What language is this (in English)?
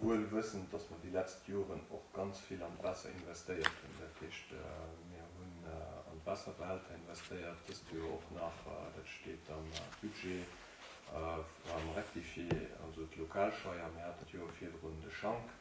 Luxembourgish